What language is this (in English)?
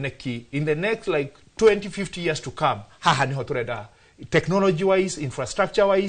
Kikuyu